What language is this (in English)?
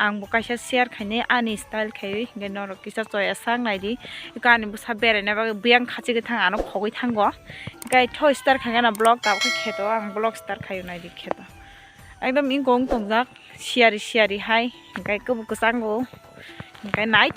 Kok Borok